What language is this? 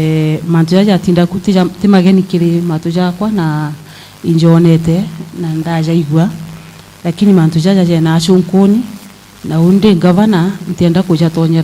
Meru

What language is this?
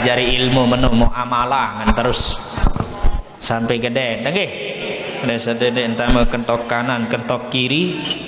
Sasak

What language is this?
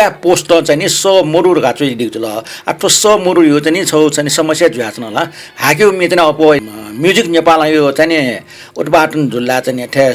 Newari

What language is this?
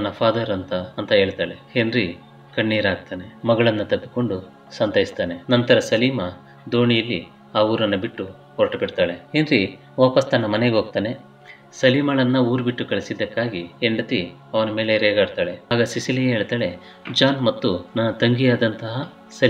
Kannada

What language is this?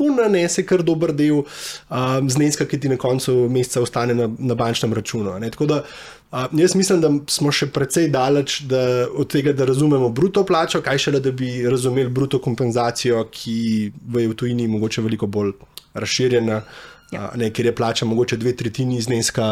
Slovenian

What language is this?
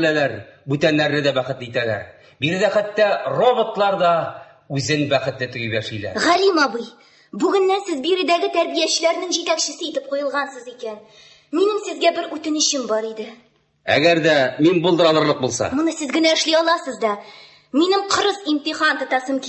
Tatar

